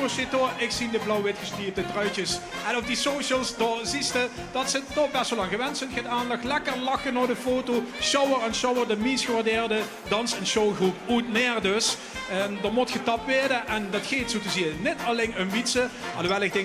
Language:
Limburgish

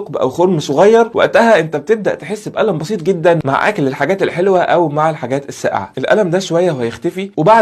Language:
Egyptian Arabic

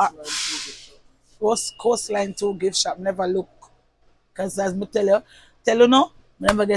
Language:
Jamaican Creole English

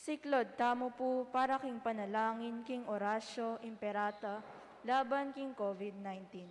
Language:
Pampanga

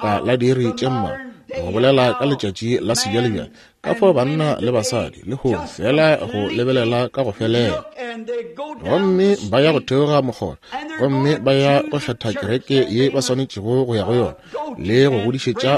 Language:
Northern Sotho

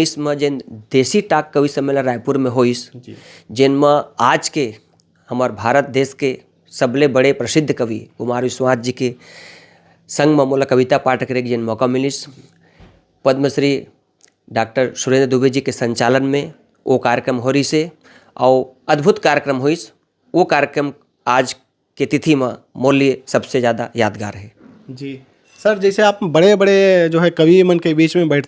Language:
Chhattisgarhi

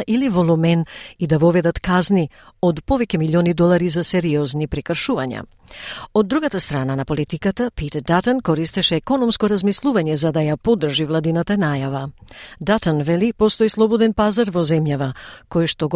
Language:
Macedonian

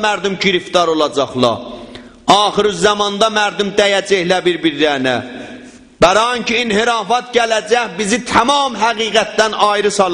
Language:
South Azerbaijani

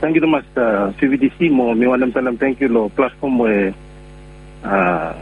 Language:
Bislama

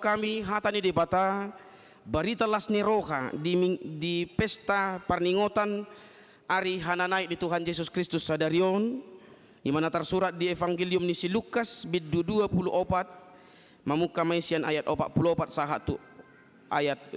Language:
Batak Toba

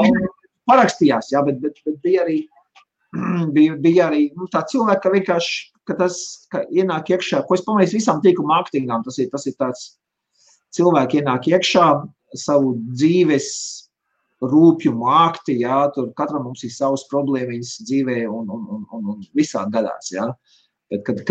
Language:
Latvian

